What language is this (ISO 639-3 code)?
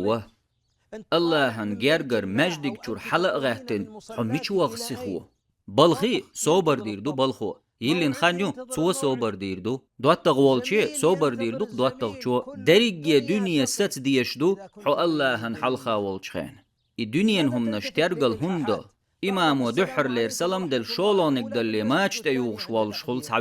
che